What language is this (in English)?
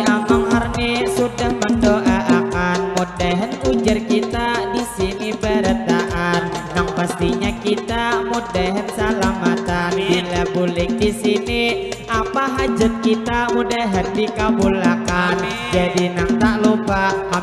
Banjar